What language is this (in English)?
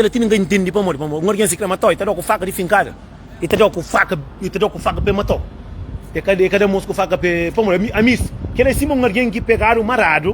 Kabuverdianu